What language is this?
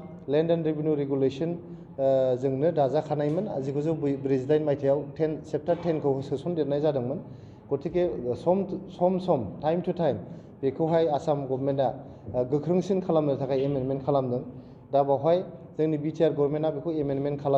Bodo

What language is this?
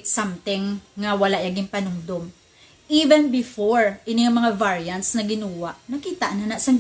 Hiligaynon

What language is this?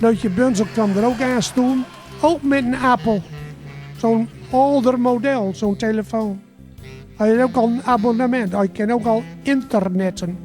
Gronings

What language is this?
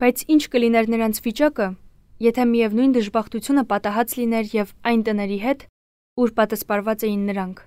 Armenian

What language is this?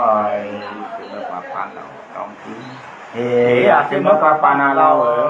Nung (Viet Nam)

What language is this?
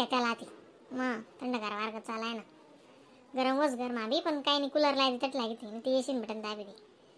Khandesi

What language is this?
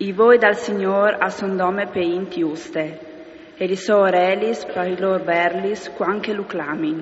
Friulian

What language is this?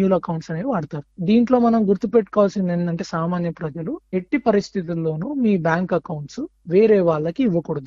Telugu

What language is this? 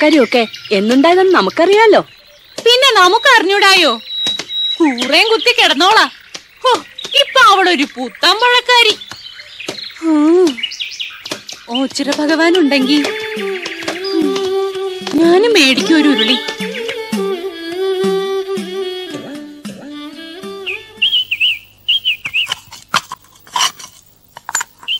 Malayalam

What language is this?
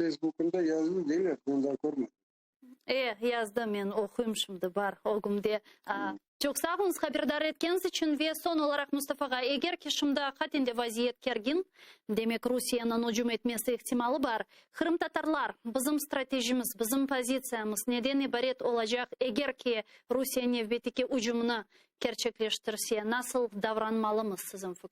Crimean Tatar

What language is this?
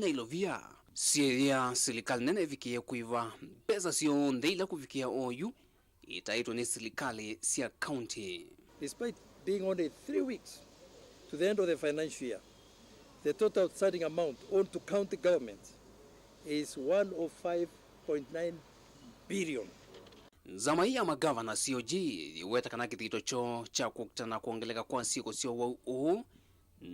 Kamba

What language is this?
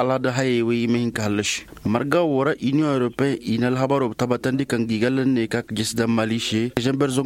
Koyraboro Senni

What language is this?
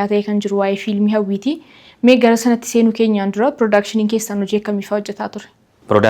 Oromo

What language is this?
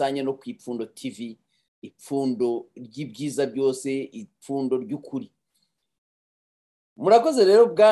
Kinyarwanda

